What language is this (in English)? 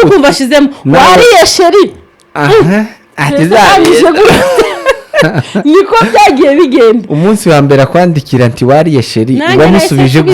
Kinyarwanda